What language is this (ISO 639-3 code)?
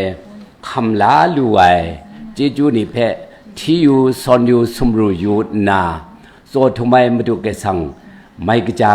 kac